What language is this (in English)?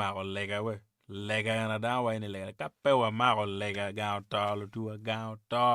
Acoli